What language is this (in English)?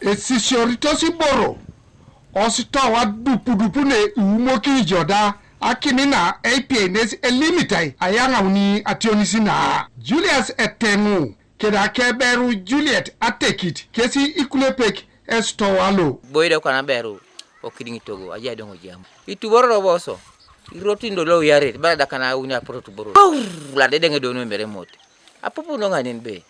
Teso